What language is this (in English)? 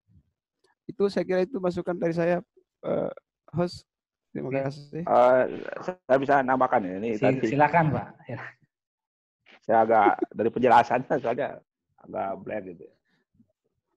Indonesian